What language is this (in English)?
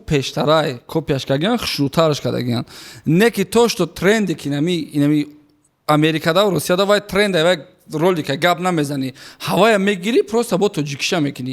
Tajik